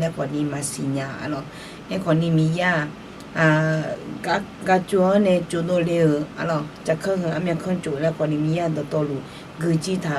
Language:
Akha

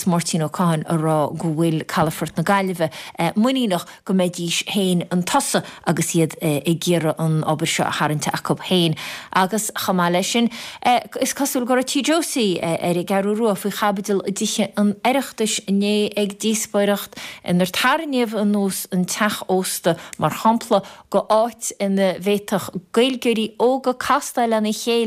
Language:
Irish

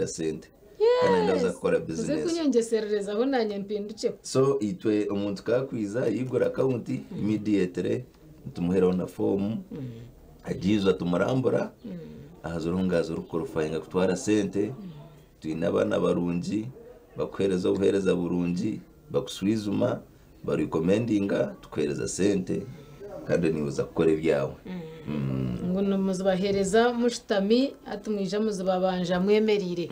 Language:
Nyankole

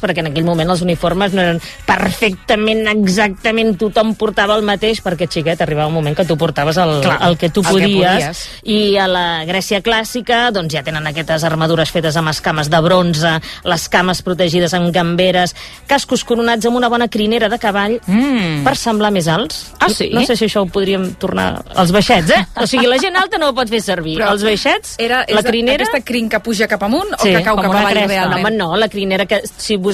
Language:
Catalan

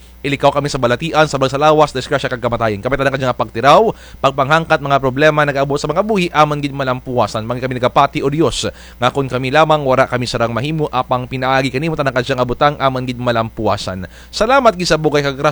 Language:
Kinaray-a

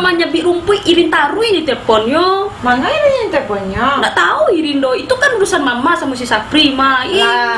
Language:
Minangkabau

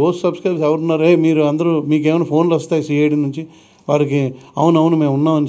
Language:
Telugu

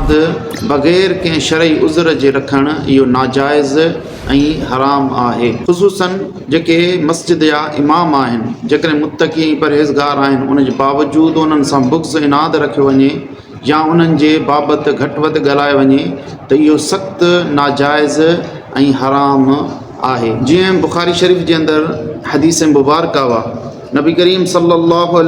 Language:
Sindhi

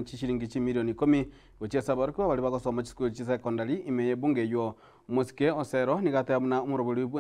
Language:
Gusii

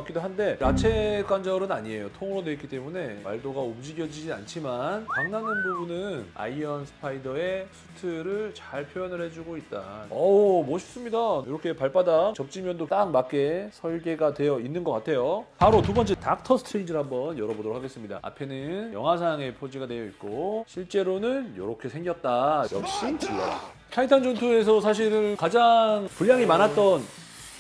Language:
Korean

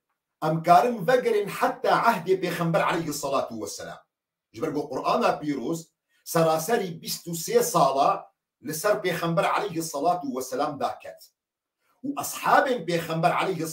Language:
Kurdish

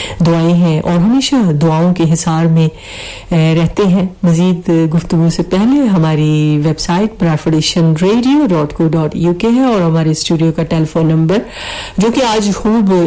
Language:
Urdu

